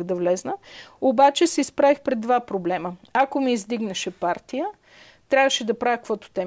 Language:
Bulgarian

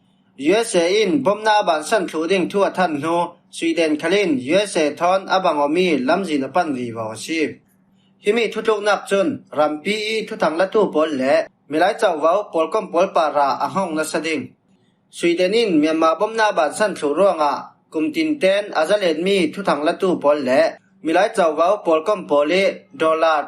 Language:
Falam Chin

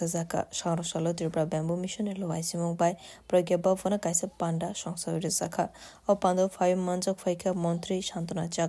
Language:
Kok Borok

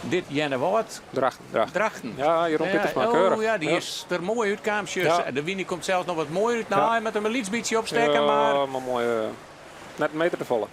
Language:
Western Frisian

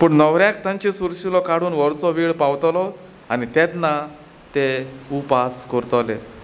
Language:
Konkani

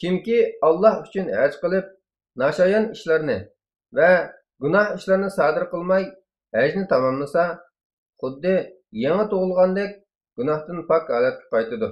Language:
Uyghur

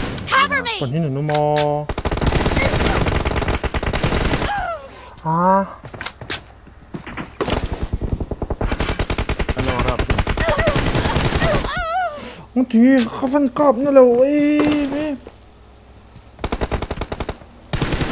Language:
Vietnamese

